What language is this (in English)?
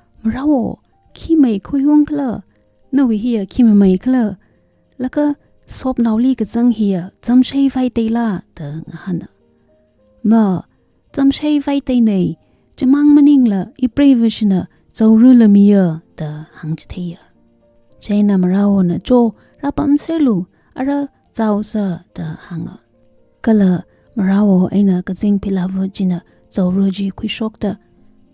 Tangkhul Naga (India)